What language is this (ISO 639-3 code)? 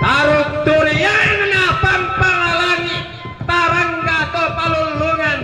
sda